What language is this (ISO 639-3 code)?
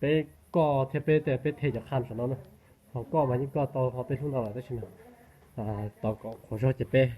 hmn